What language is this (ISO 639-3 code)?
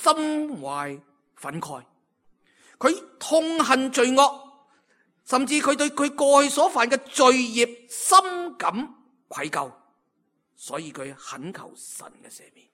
yue